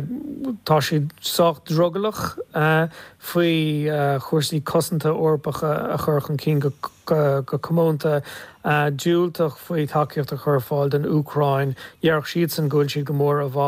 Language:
Irish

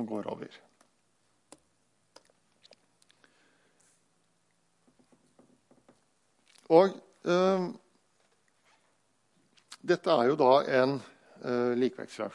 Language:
Norwegian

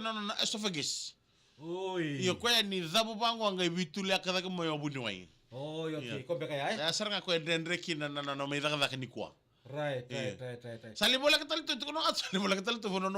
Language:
Fijian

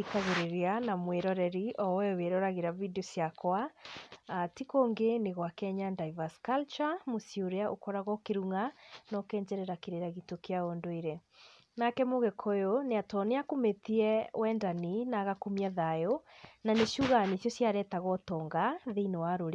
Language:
Kikuyu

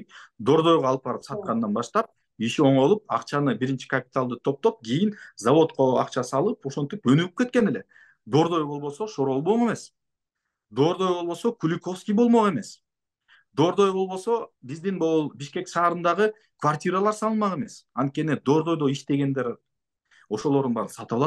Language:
Kyrgyz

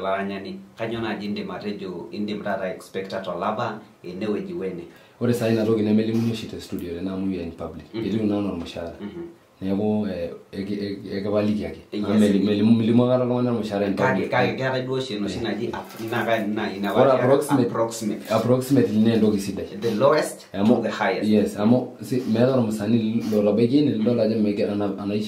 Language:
Masai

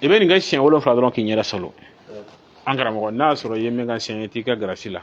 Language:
Bambara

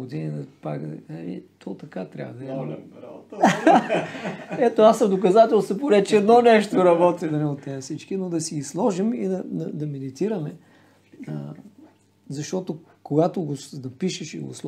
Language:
Bulgarian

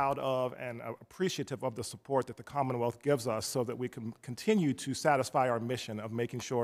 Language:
English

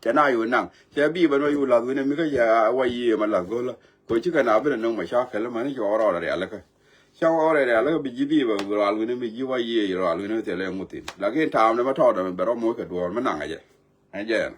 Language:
Nuer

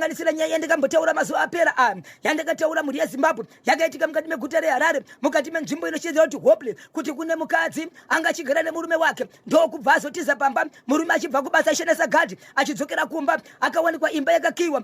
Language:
Shona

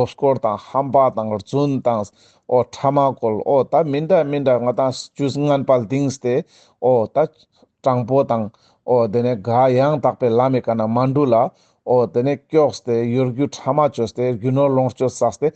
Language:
Ladakhi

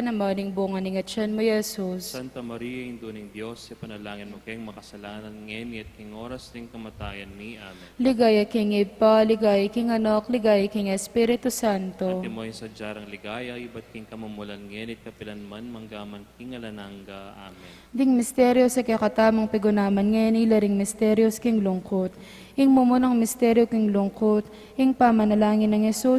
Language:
Pampanga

